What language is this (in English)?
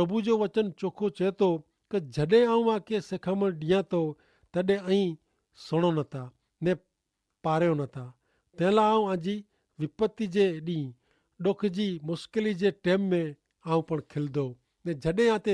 Kachhi